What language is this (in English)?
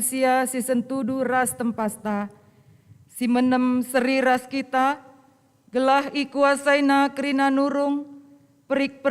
Batak Karo